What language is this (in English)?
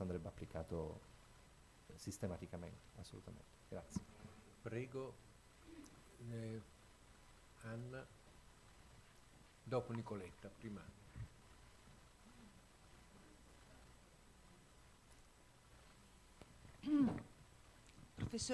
Italian